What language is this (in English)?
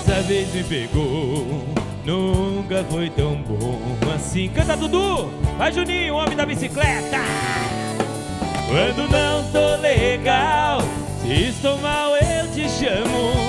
Portuguese